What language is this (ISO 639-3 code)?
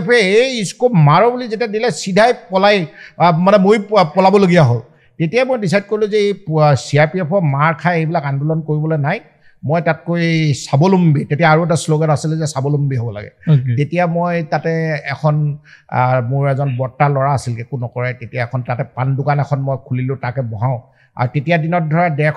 asm